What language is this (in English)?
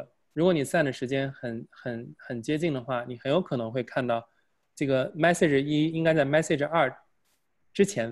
Chinese